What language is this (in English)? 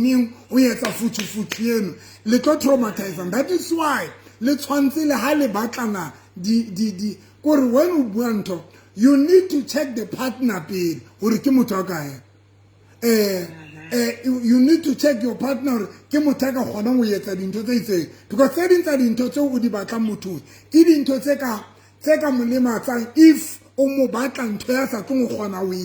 Southern Sotho